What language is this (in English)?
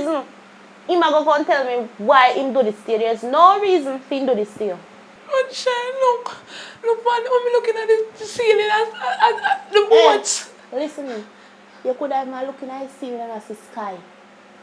Jamaican Creole English